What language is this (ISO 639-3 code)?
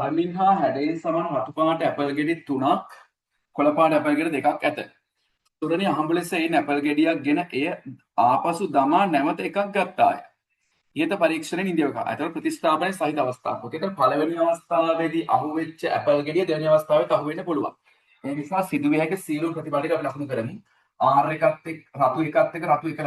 sin